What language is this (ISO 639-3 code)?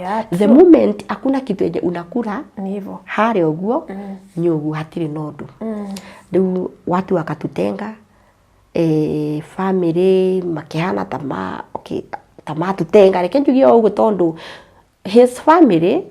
kik